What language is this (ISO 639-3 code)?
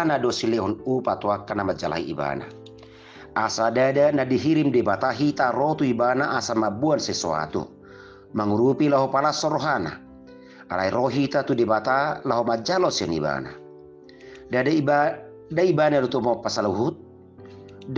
bbc